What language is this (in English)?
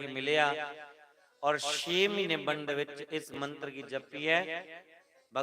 Dogri